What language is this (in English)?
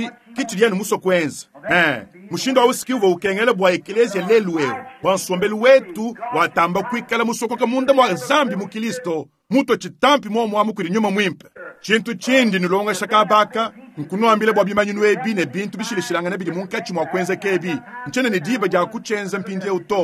Luba-Lulua